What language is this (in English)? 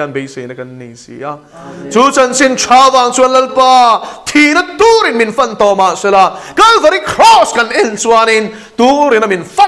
Mizo